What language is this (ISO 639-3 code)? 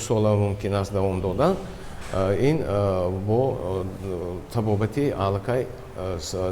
tgk